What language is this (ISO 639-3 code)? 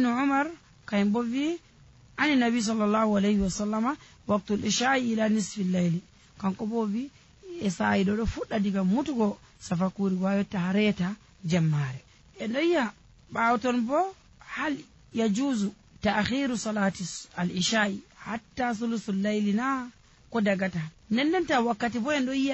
fuv